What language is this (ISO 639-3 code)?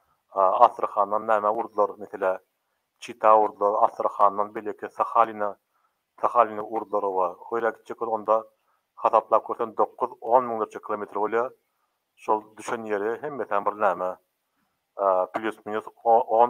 tuk